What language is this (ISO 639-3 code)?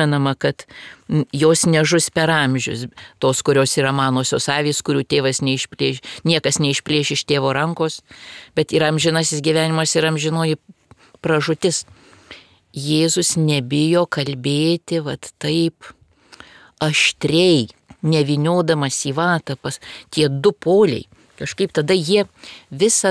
lit